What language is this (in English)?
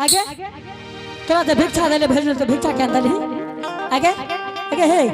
Angika